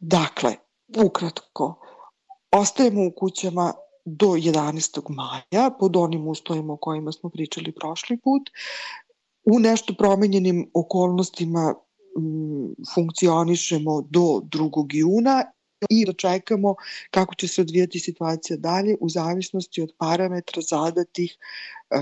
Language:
Serbian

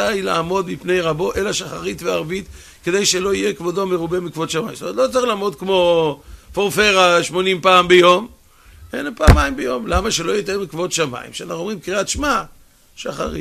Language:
Hebrew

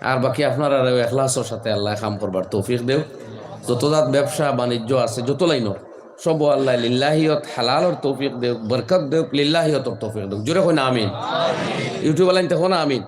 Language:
Sylheti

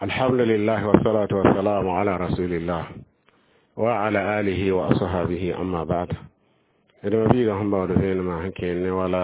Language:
Mossi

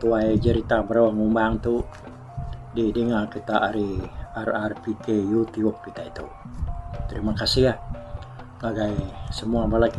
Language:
Iban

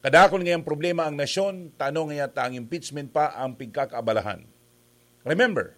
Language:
Bikol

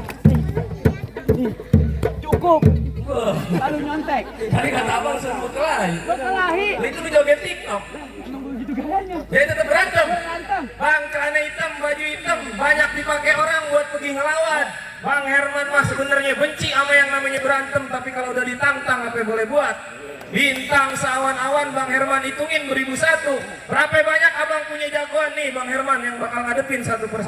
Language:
Betawi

